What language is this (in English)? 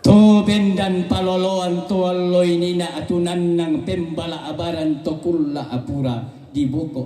Toraja-Sa'dan